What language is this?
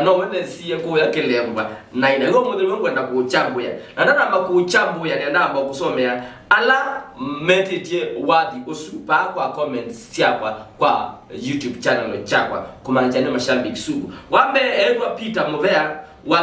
Kamba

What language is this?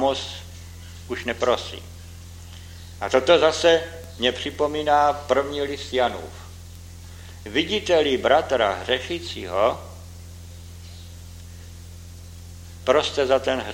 Czech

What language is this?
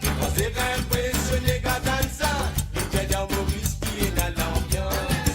Morisyen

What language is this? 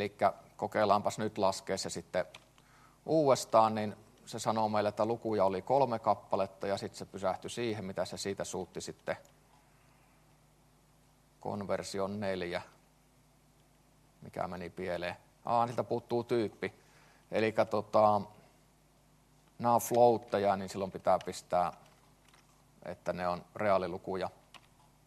Finnish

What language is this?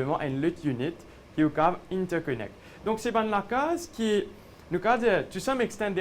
Morisyen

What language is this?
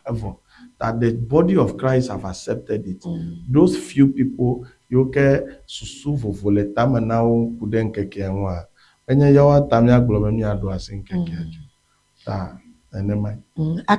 Ewe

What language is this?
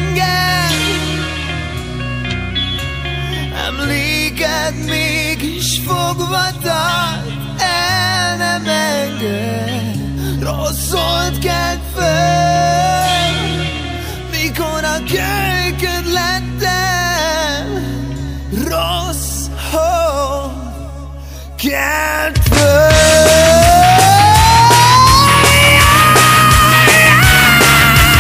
Hungarian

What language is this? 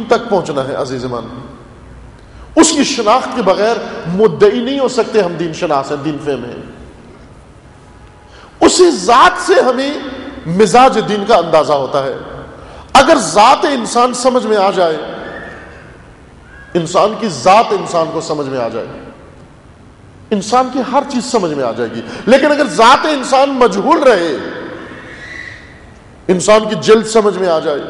Urdu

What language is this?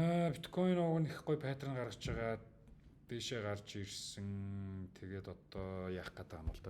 Mongolian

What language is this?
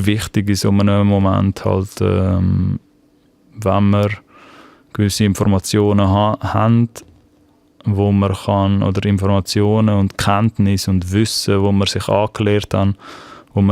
Swiss German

